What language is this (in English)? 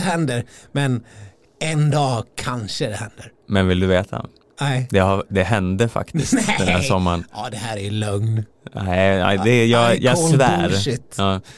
Swedish